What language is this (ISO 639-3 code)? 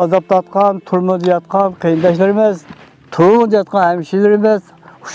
uig